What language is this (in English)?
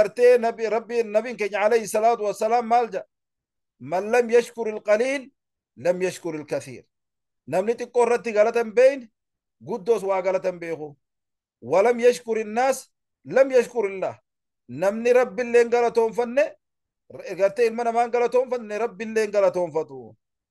Oromo